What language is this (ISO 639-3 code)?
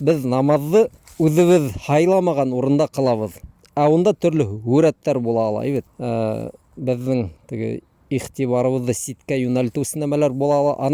bak